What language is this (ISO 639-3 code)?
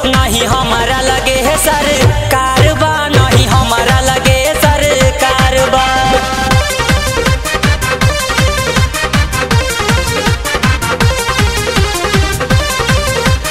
bho